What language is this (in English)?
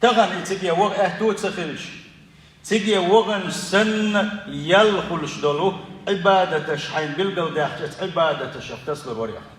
Chechen